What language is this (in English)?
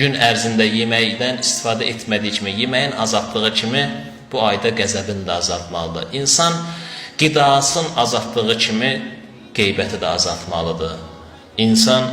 Azerbaijani